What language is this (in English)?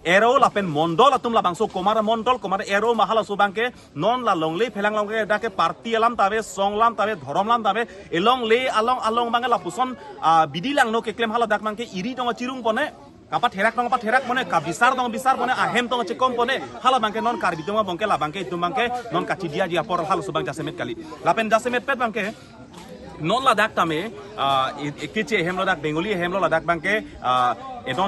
Karbi